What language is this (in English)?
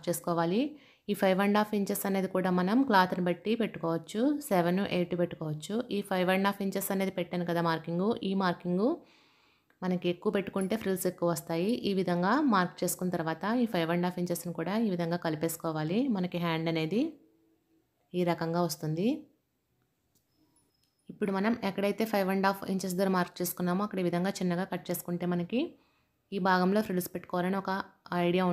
Telugu